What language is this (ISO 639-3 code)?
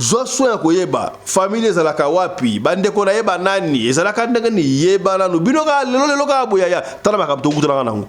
lin